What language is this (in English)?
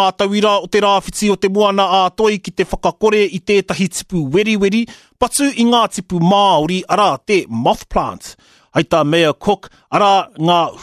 Māori